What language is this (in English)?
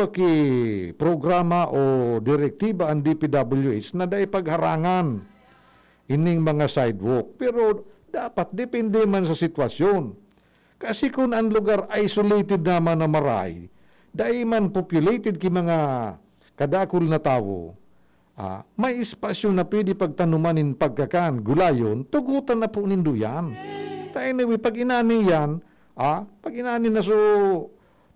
Bikol